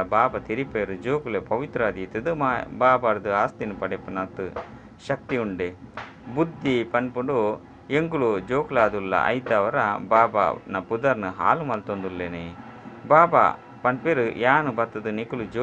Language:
Tulu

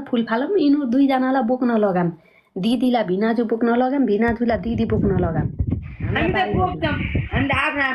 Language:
Nepali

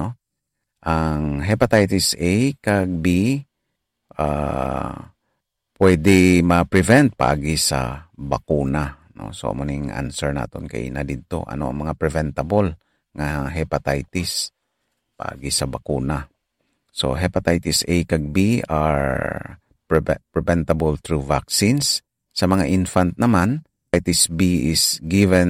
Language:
Hiligaynon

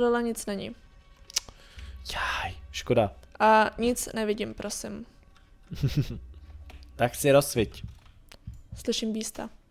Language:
Czech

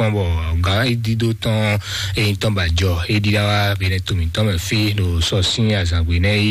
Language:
Fon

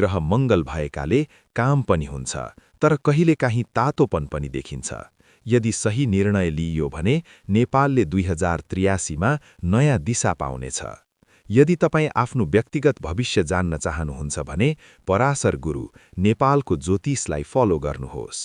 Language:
Nepali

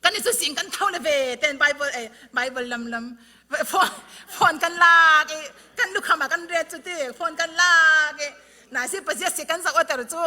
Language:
Falam Chin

